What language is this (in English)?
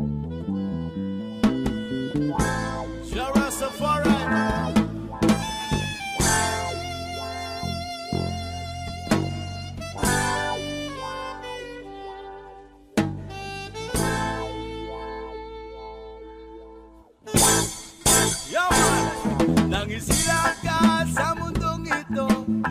Filipino